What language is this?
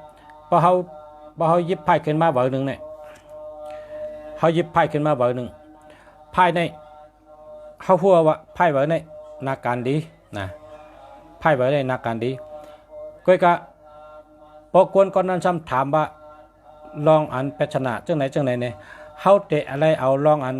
Shan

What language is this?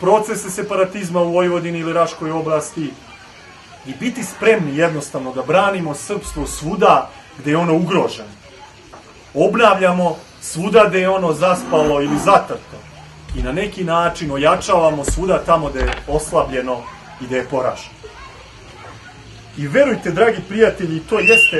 Serbian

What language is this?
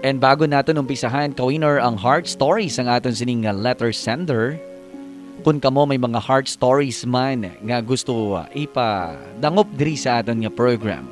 Hiligaynon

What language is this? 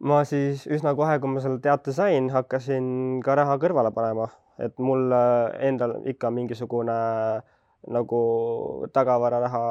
Estonian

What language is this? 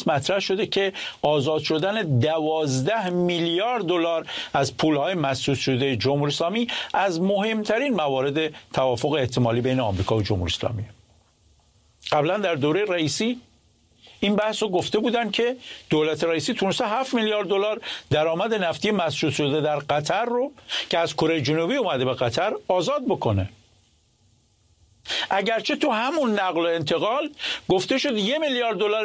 Persian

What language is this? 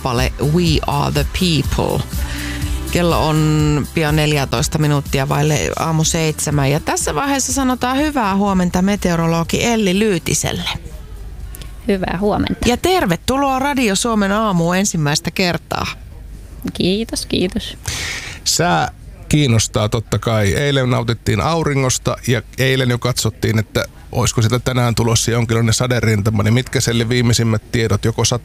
Finnish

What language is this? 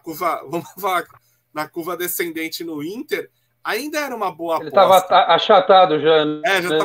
Portuguese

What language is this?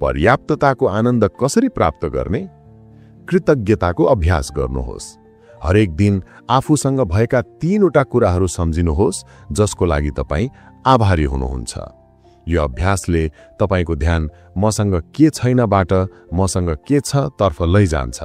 Nepali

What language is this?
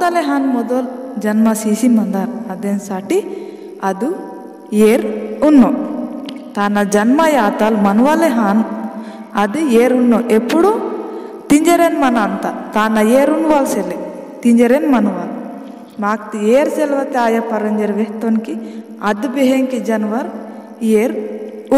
Gondi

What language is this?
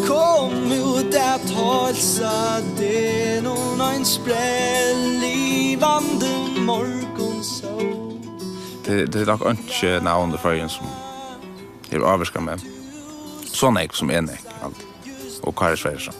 Faroese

